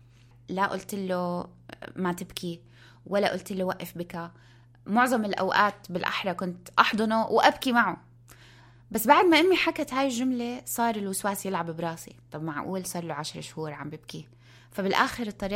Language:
North Levantine Arabic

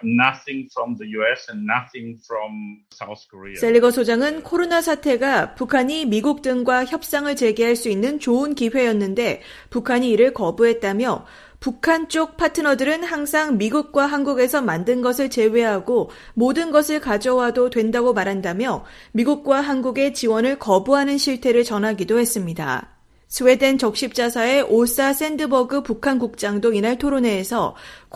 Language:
Korean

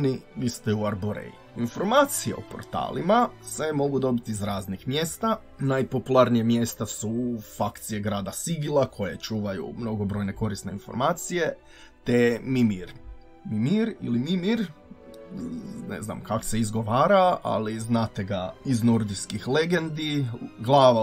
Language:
Croatian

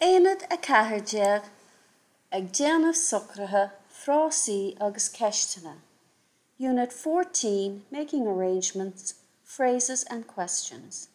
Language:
Irish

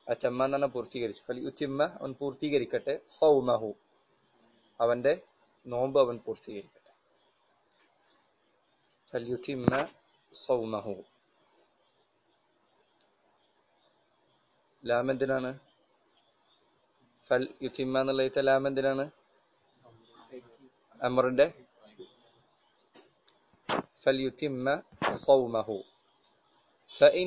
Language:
Malayalam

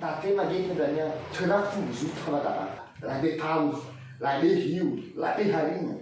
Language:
Nias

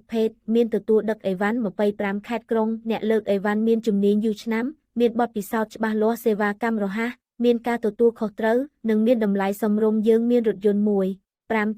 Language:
Khmer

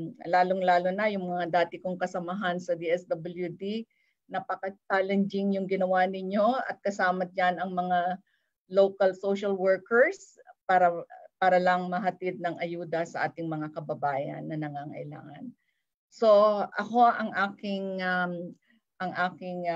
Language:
Filipino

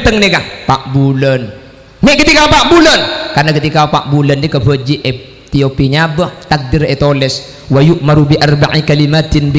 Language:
Madurese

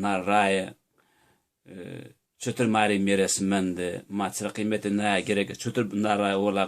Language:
Zaza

